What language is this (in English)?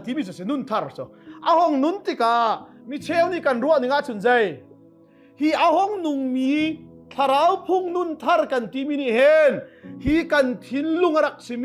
Hakha Chin